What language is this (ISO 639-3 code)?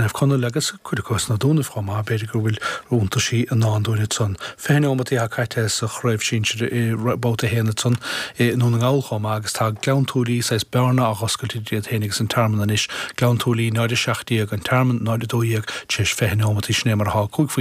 gle